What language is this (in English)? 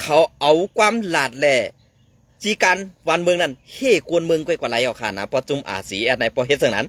Shan